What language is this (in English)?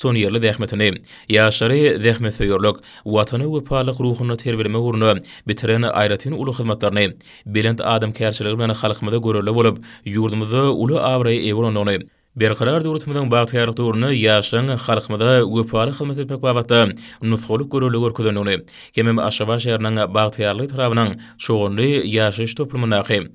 Turkmen